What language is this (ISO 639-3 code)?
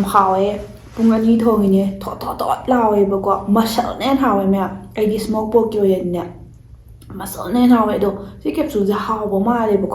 mni